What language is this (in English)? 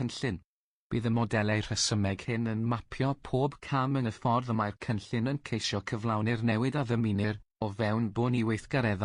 Welsh